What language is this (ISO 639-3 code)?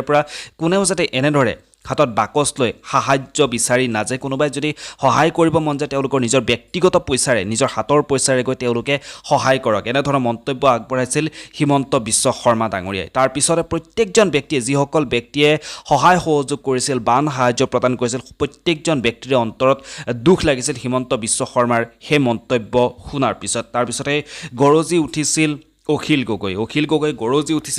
asm